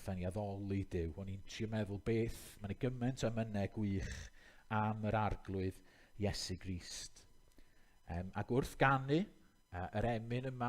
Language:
Welsh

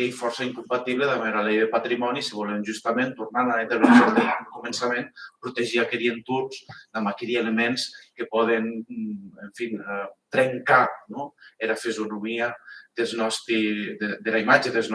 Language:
Occitan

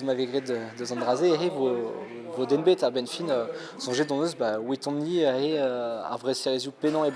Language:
Breton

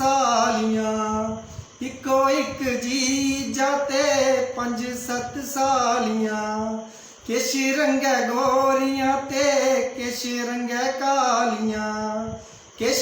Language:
Dogri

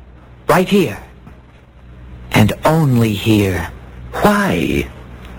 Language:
English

